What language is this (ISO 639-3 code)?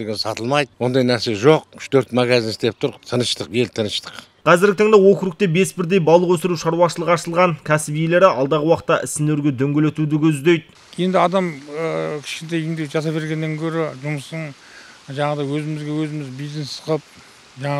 kaz